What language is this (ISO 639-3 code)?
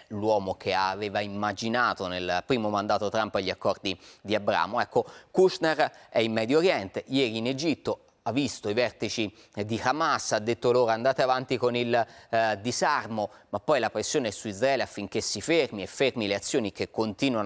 ita